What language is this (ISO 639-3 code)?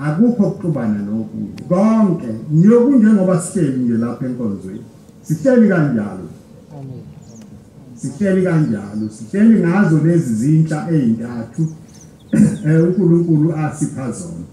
zul